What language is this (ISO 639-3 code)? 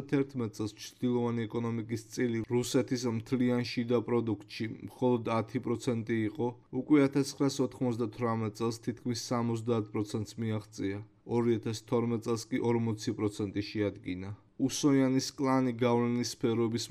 kat